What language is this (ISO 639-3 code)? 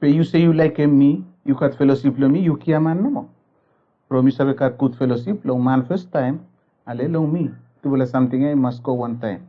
bis